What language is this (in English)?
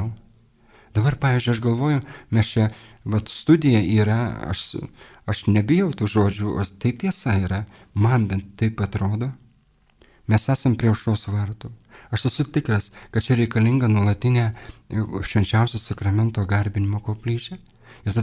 Lithuanian